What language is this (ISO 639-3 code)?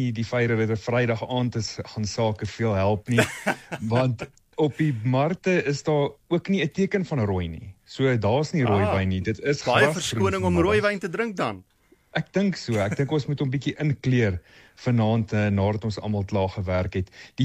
afr